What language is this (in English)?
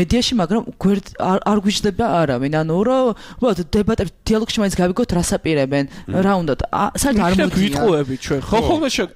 Georgian